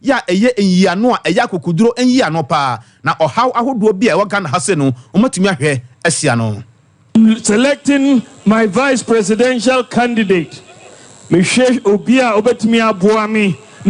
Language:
Akan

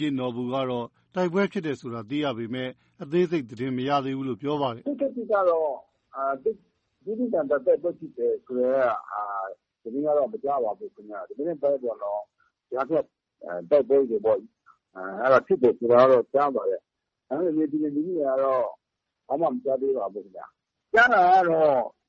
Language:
Burmese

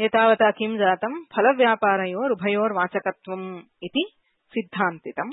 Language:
Sanskrit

